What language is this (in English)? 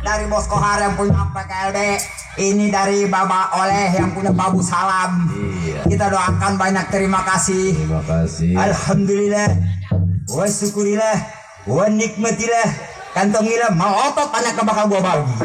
Betawi